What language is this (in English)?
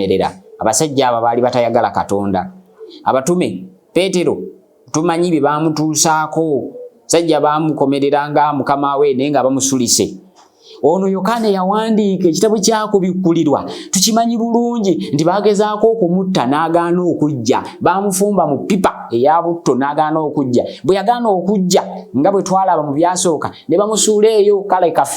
Ganda